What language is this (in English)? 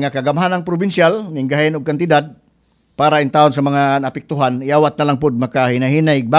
Cebuano